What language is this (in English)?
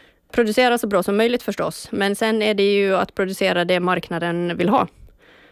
Swedish